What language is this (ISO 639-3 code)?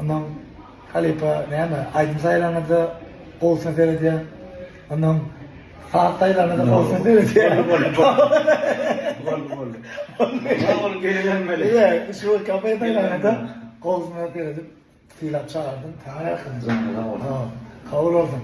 tuk